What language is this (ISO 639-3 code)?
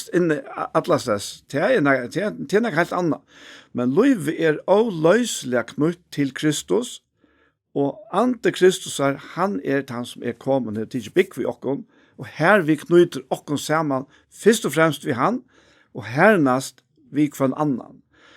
fao